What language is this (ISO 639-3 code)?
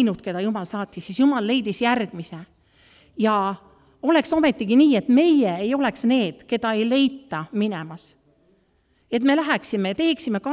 est